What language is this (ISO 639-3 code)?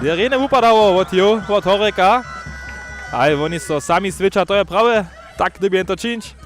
hsb